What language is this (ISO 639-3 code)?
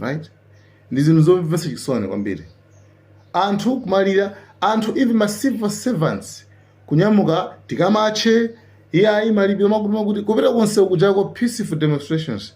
nya